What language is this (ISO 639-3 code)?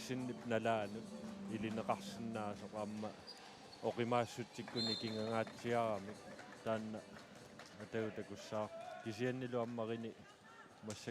kal